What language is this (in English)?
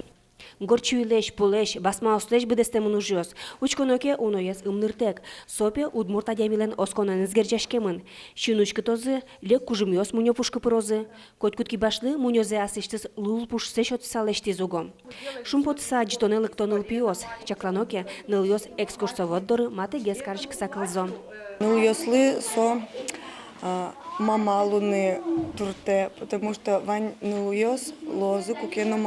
Udmurt